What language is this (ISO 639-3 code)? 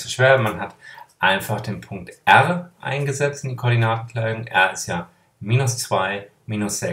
deu